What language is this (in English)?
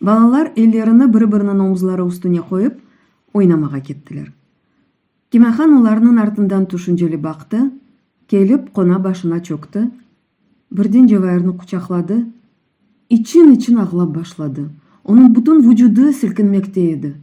Crimean Tatar